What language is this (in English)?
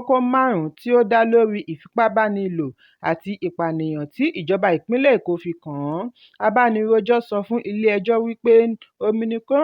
Yoruba